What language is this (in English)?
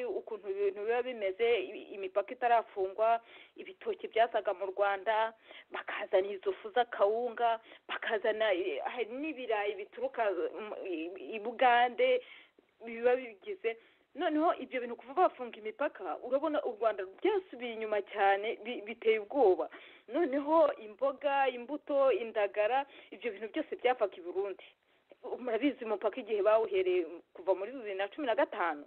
Kinyarwanda